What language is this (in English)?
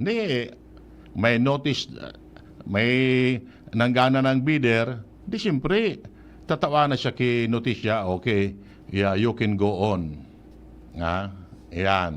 Bikol